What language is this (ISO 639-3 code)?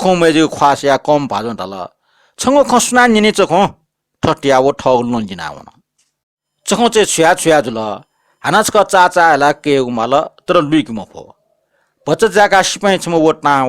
new